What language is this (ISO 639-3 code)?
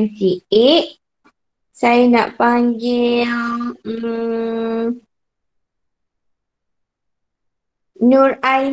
msa